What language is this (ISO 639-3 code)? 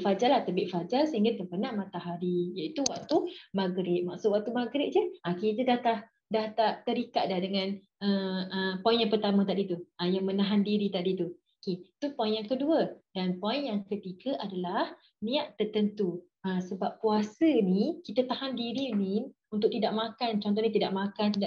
msa